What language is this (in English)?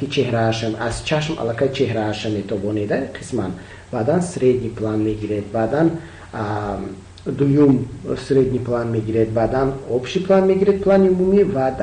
Tajik